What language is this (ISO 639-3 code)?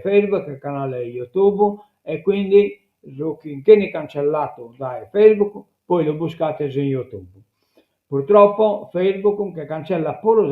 srd